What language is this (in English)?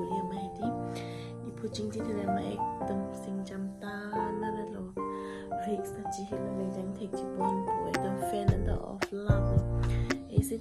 Karbi